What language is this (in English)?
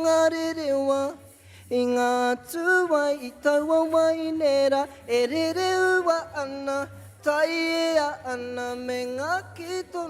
Māori